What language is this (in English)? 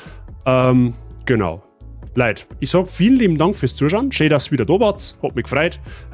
Bavarian